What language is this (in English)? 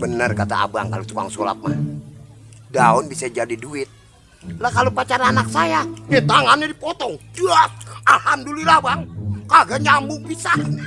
Betawi